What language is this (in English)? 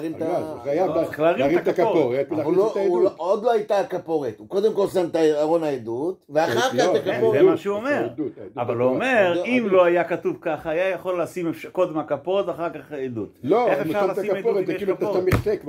Hebrew